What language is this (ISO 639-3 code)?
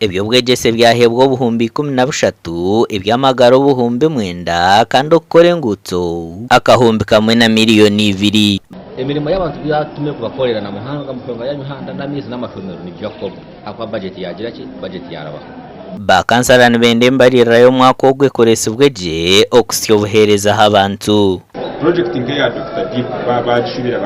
nyn